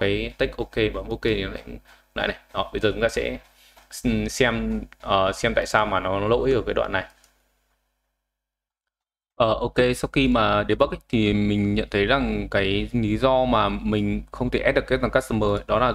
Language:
Vietnamese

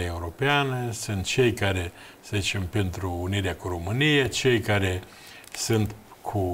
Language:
Romanian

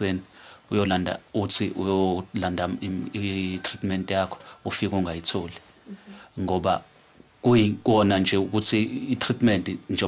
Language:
Zulu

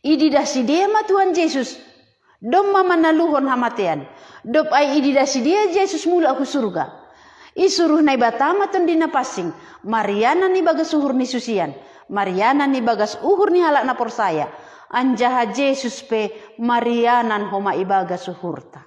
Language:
Batak Simalungun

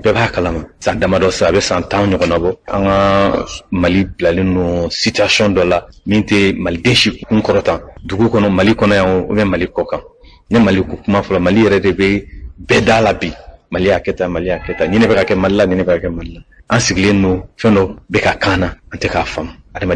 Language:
Bambara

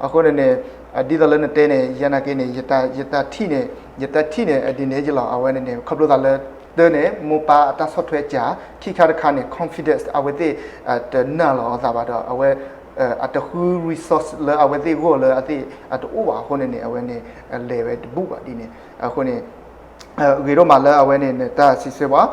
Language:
S'gaw Karen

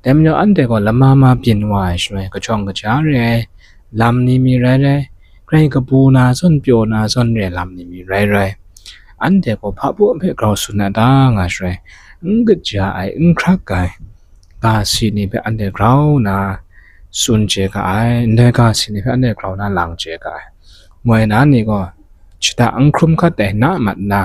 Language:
Kachin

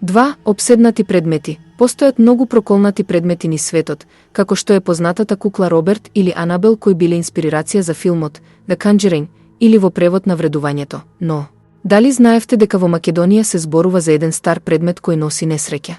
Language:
Macedonian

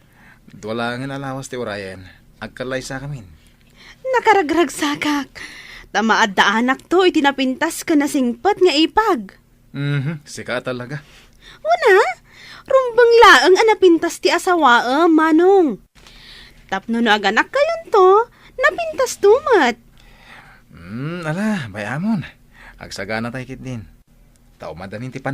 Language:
Iloko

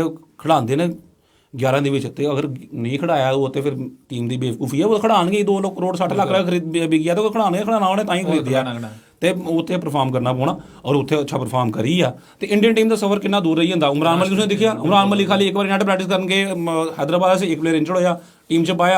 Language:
Dogri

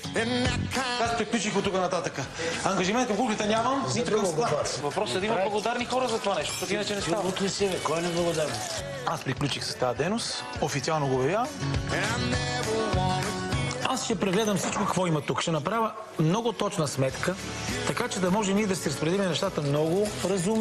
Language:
Bulgarian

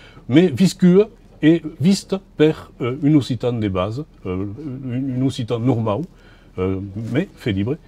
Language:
Occitan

